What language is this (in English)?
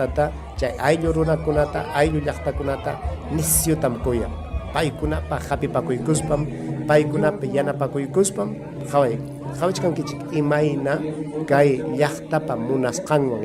Ayacucho Quechua